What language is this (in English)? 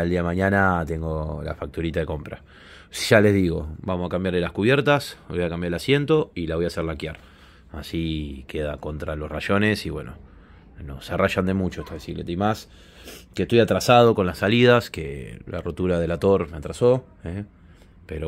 Spanish